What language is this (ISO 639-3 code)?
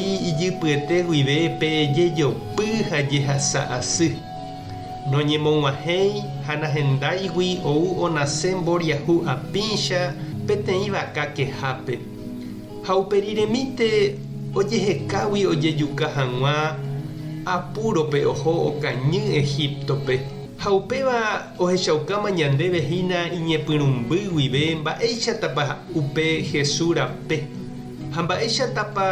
grn